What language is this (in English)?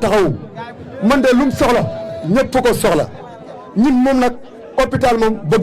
Wolof